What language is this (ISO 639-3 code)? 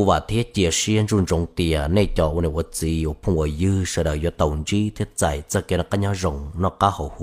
hmn